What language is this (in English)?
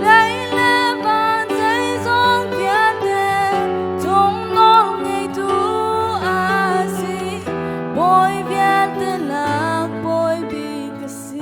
Hakha Chin